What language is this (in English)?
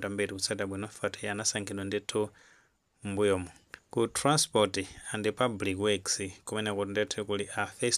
Nyanja